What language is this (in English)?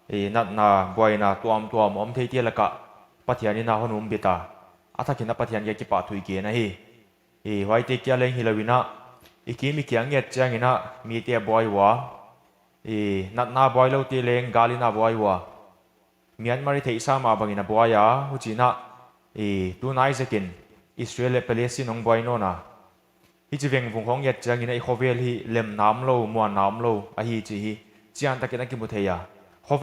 Paite Chin